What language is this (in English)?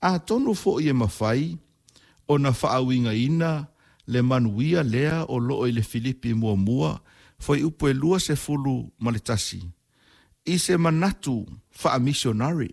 Samoan